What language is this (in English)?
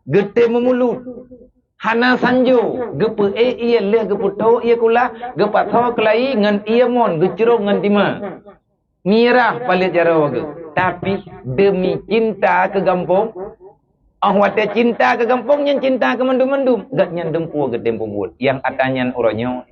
Achinese